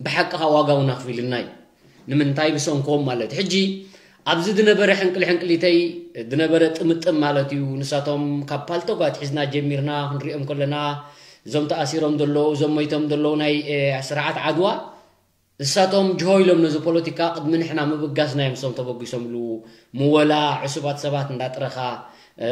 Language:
Tigrinya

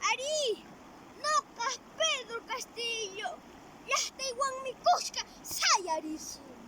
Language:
Quechua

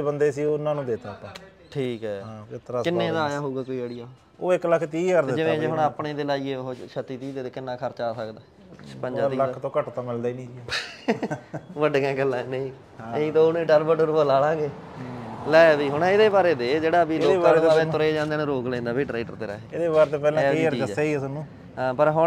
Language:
Punjabi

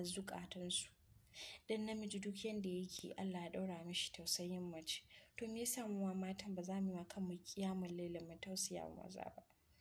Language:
Hausa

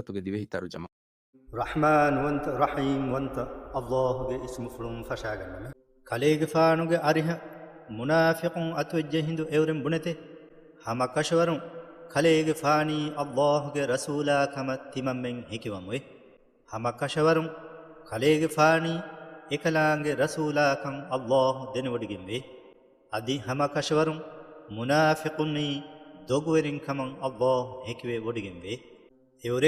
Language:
Divehi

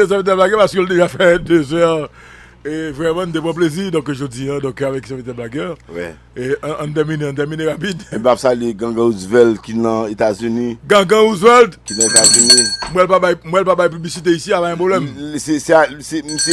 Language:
Haitian Creole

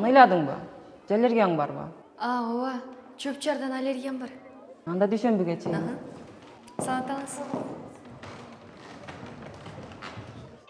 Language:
Kyrgyz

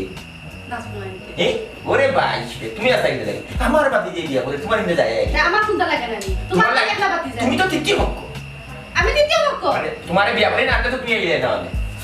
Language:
Sylheti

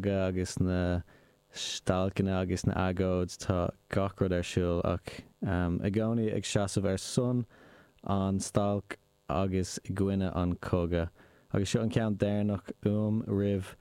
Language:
Irish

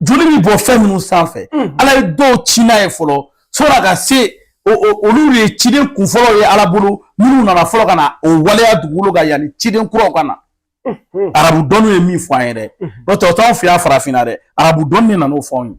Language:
Bambara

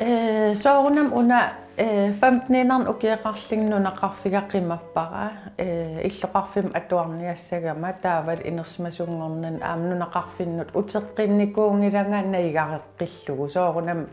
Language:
Kalaallisut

